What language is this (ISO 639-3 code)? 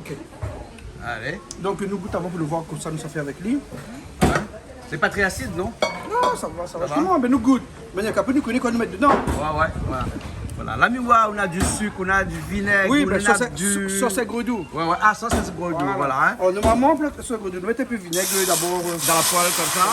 rcf